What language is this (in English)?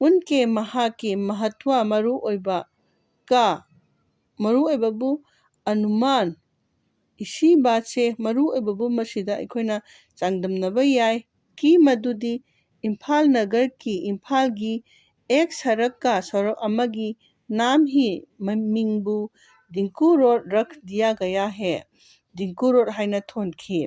Manipuri